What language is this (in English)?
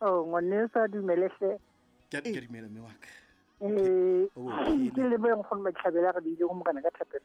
Southern Sotho